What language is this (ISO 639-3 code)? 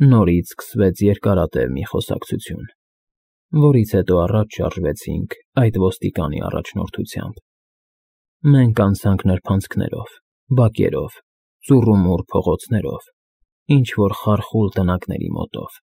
hye